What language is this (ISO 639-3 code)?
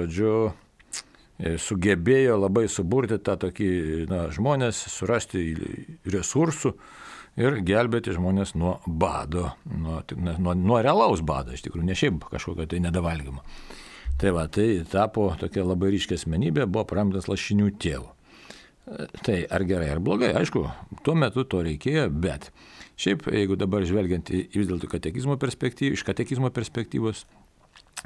lit